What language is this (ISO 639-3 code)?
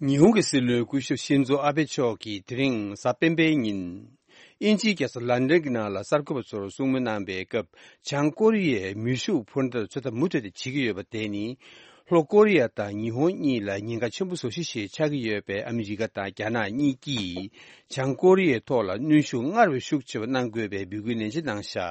bod